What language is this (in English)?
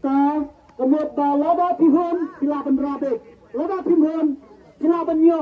Khasi